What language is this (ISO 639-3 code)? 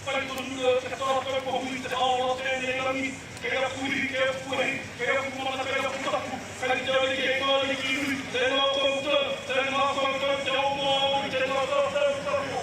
mri